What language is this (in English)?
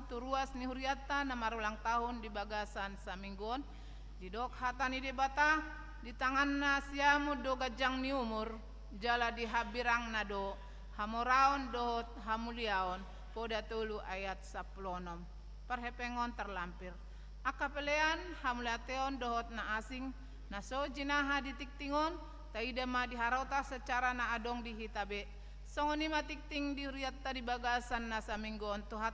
Batak Toba